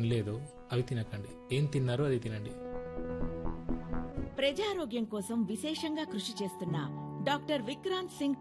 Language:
Telugu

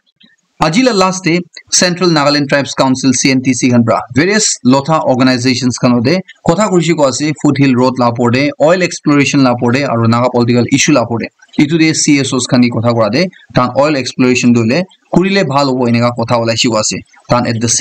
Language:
Naga Pidgin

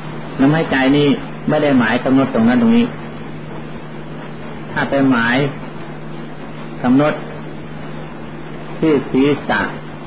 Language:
Thai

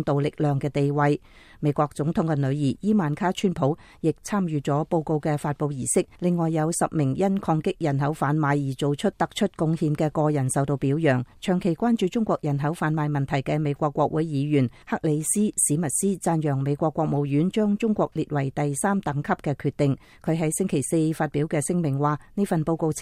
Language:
Cantonese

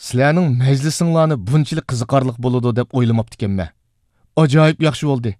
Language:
Uyghur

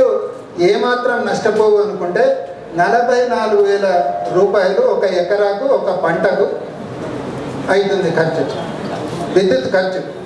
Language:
Telugu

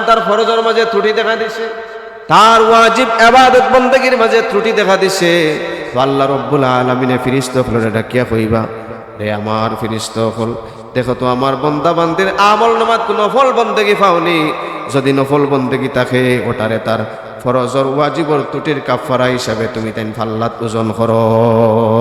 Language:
Sylheti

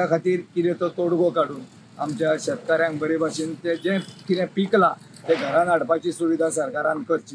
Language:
Konkani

